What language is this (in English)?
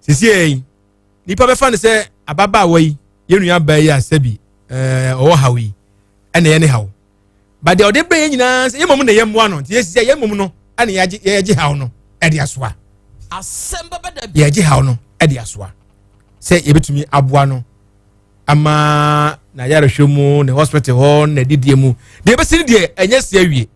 Akan